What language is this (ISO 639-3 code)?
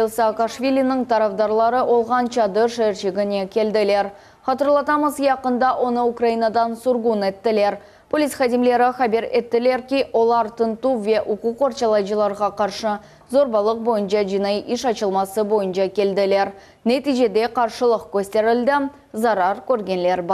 crh